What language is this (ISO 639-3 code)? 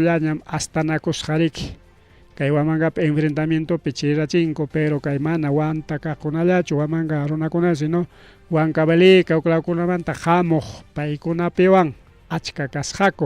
quy